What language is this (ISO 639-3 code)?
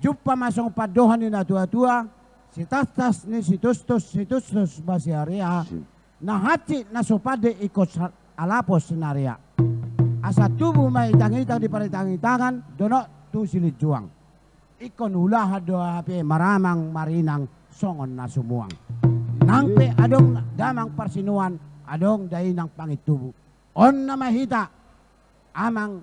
bbc